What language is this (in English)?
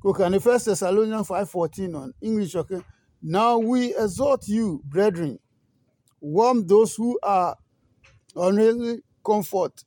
Adangme